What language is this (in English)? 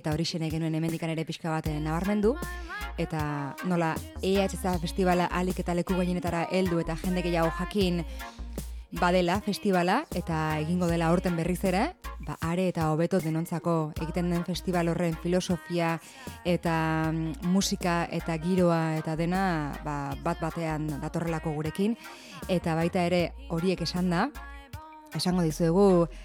Basque